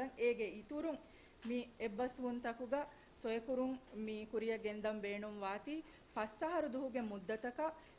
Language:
Divehi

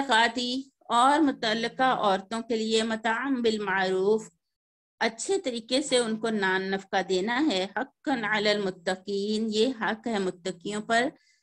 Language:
Urdu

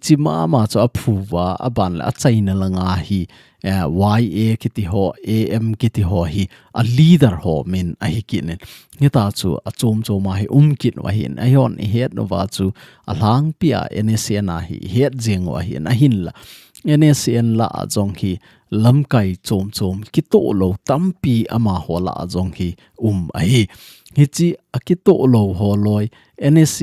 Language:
Thado Chin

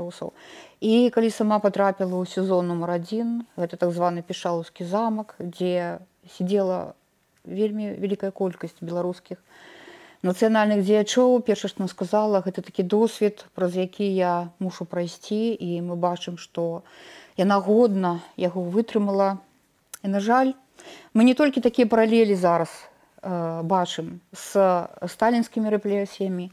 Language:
Belarusian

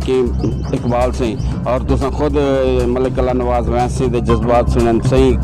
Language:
Saraiki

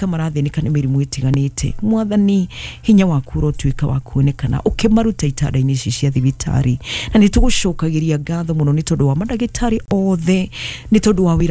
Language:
Kikuyu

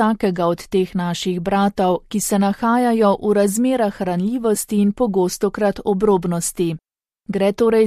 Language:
Slovenian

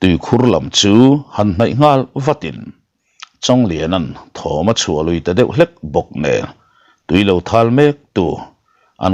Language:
Mizo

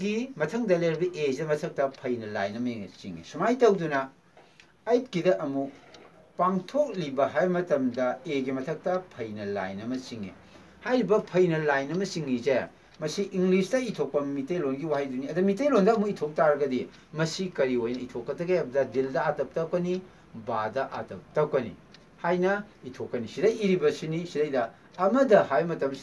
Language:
Manipuri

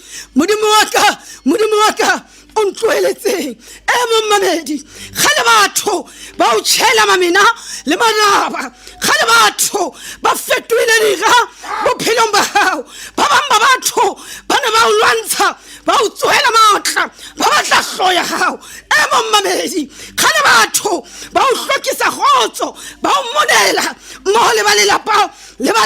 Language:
Southern Sotho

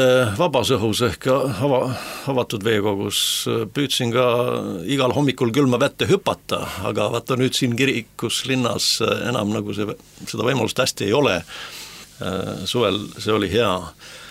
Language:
Estonian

